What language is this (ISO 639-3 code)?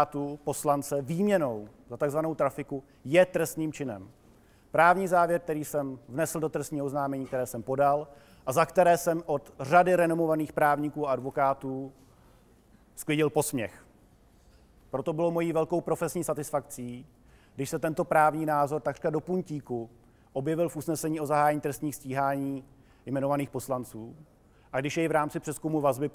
ces